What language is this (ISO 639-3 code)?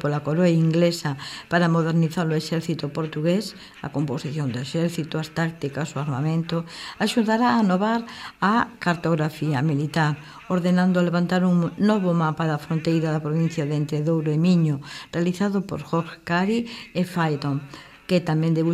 glg